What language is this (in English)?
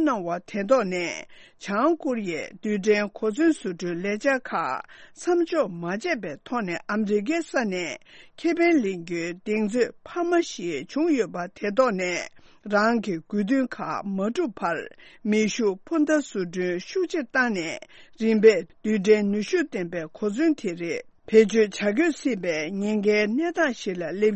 Tibetan